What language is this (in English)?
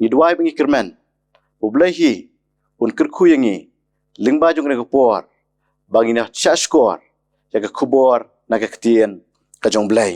Khasi